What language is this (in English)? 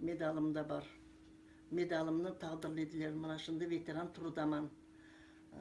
Crimean Tatar